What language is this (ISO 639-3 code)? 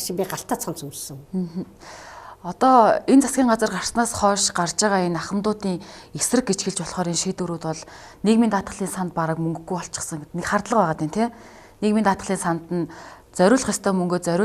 mon